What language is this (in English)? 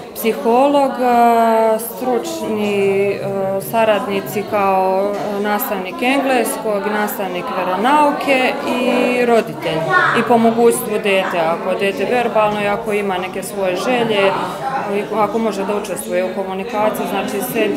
Serbian